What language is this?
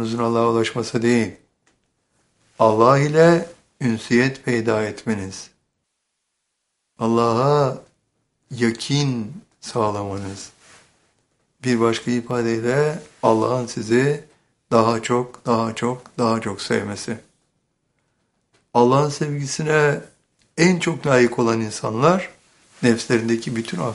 Turkish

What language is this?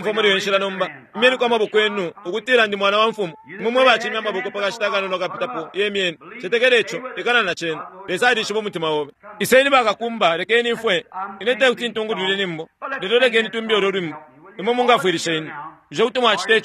Bemba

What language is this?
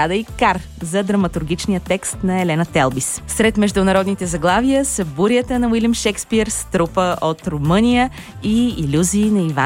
Bulgarian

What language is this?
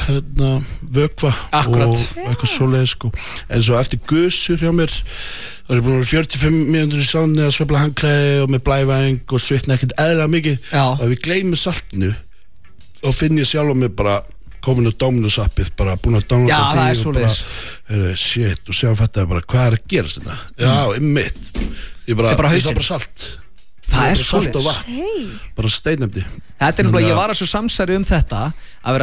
Icelandic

